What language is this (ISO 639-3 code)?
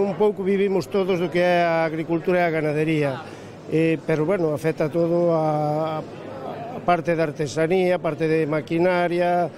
glg